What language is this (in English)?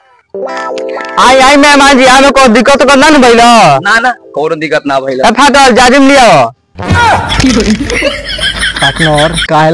Bhojpuri